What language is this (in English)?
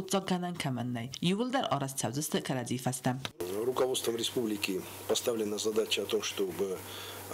Ossetic